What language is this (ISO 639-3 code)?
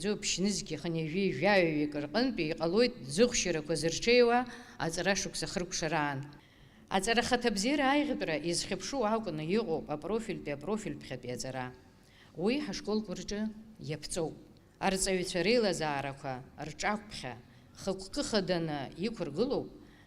abk